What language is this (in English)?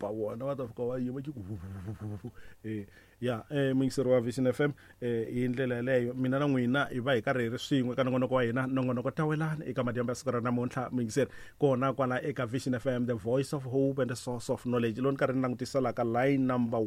Tsonga